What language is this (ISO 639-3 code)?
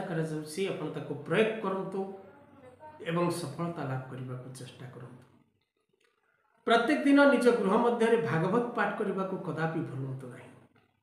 ori